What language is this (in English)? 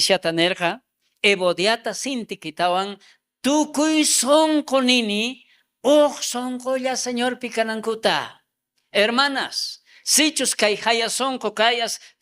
South Bolivian Quechua